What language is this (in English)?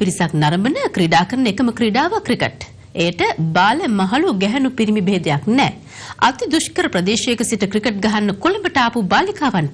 Sinhala